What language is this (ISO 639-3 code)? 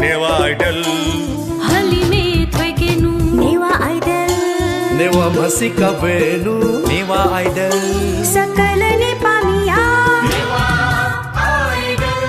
new